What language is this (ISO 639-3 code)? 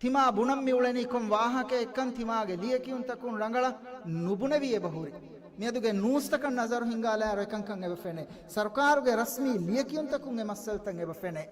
div